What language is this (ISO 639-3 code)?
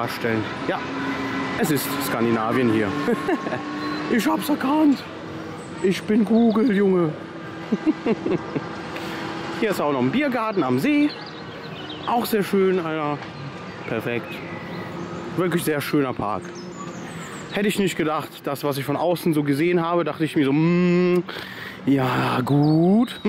deu